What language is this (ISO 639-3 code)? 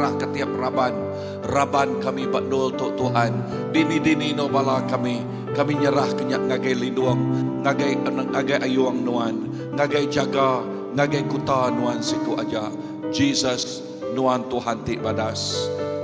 iba